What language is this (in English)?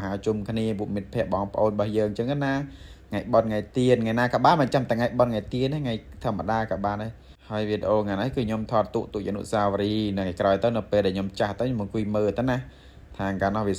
Khmer